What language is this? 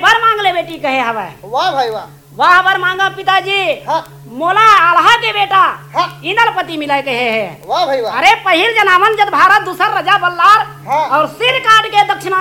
Chhattisgarhi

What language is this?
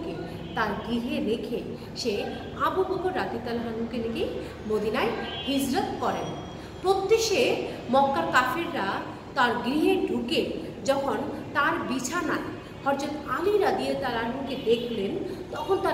Bangla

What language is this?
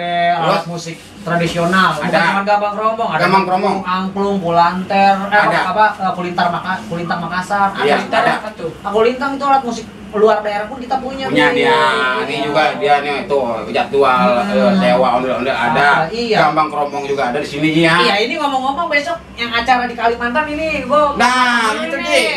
Betawi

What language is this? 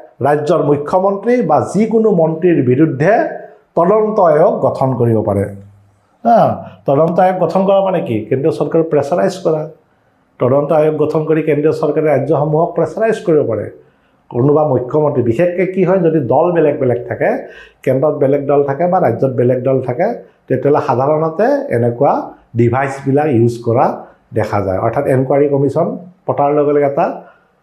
Assamese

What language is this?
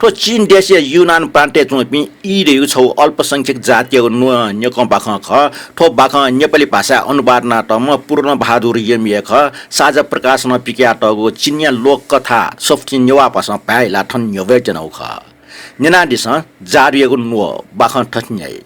Newari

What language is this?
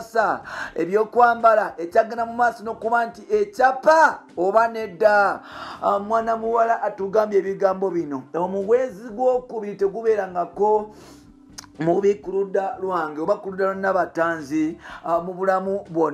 Ganda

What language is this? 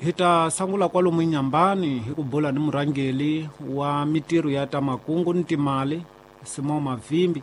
Tsonga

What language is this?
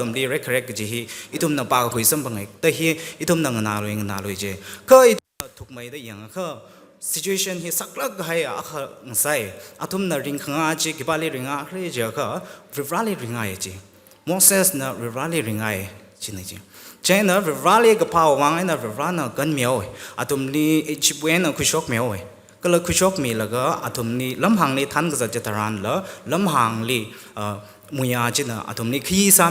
Tangkhul Naga (India)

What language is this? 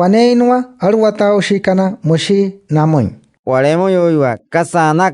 Wayuu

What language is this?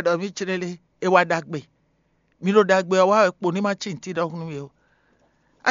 Fon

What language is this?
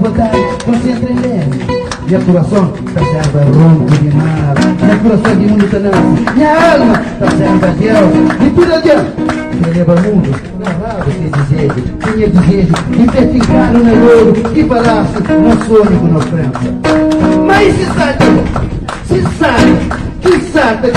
Kabuverdianu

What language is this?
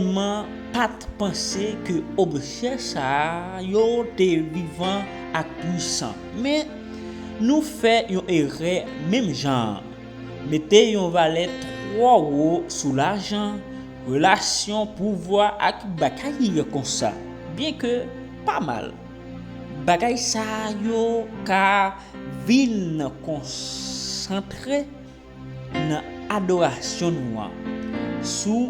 Haitian Creole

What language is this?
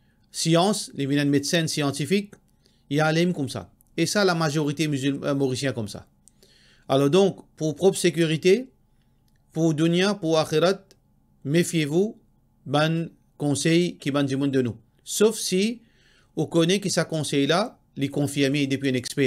Morisyen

